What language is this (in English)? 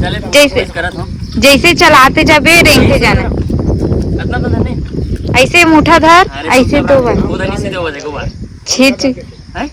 Chhattisgarhi